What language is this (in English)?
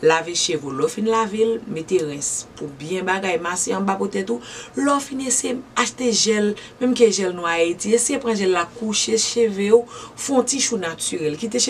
Haitian Creole